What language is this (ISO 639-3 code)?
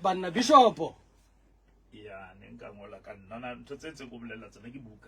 sot